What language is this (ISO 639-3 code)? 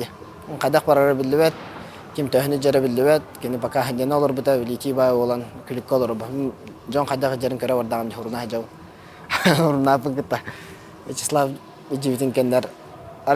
sah